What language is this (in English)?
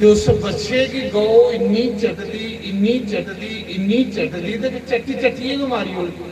Dogri